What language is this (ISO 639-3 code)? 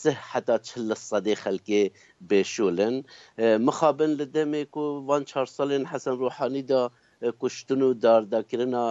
kur